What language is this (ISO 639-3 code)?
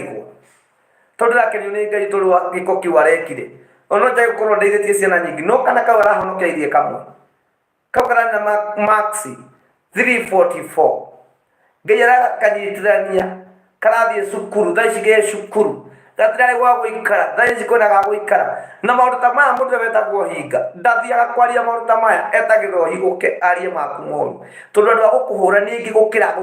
kik